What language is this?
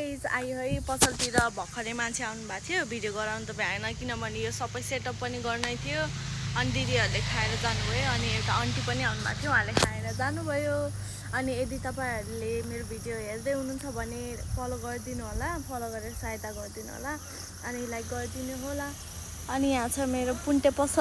Nepali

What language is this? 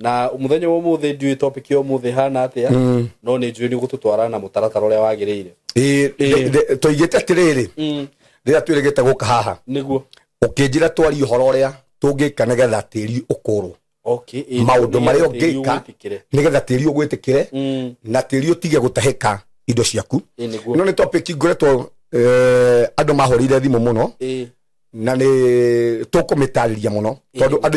Kikuyu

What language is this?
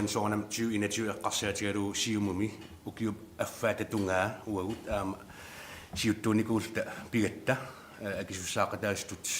Kalaallisut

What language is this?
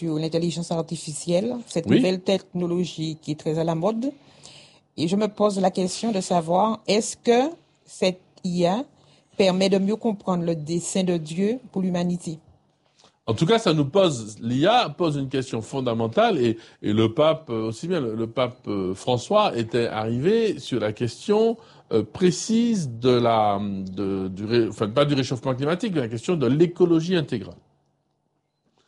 French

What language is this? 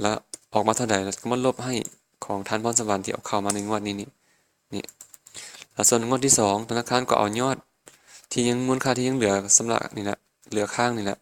Lao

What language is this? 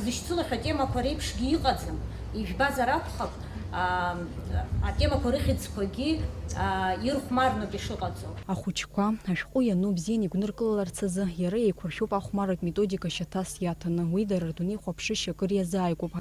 Abkhazian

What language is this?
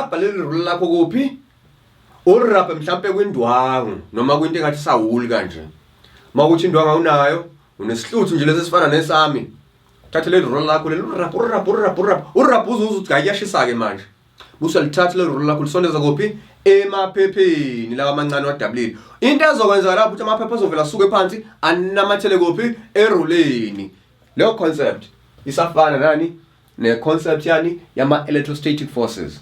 Zulu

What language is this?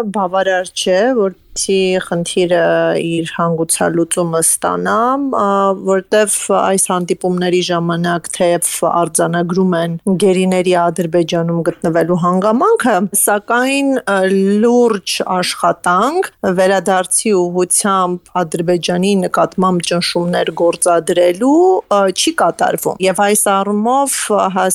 Armenian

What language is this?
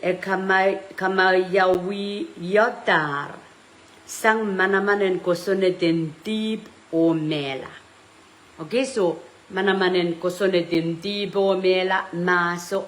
Pohnpeian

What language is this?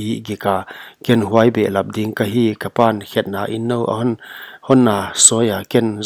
Paite Chin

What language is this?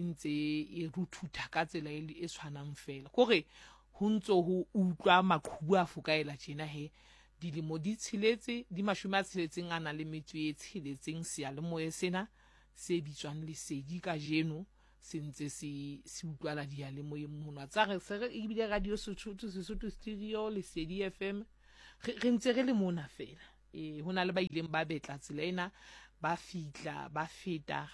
Southern Sotho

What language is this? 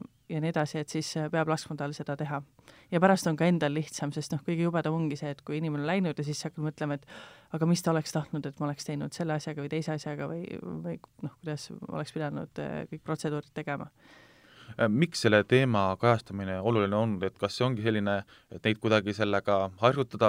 Estonian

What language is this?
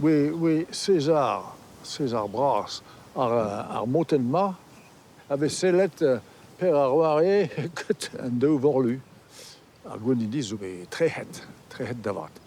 Breton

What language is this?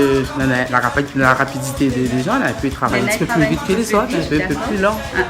Réunion Creole French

